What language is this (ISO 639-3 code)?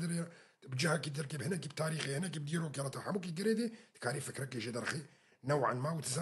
kur